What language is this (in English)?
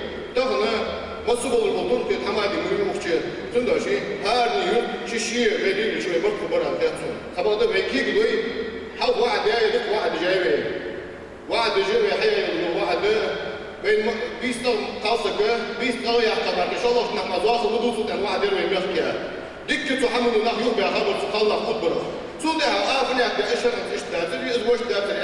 Ingush